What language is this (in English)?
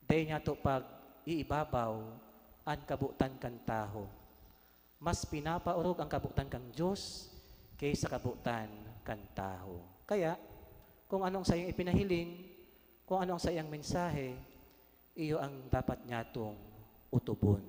Bikol